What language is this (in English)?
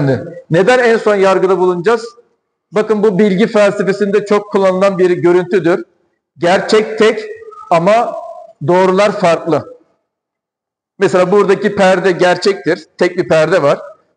Turkish